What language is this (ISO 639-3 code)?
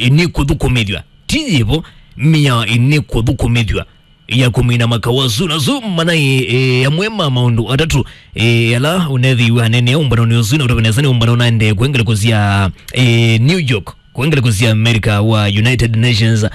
kam